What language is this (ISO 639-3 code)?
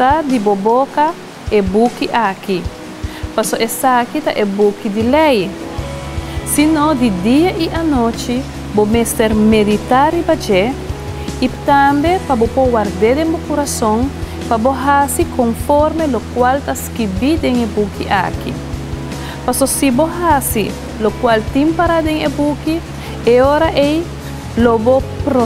pap